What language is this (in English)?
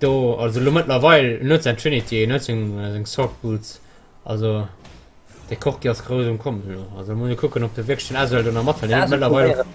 Luxembourgish